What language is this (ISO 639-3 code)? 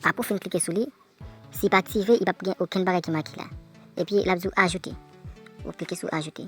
hat